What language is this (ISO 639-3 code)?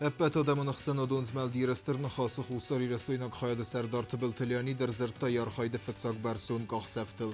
oss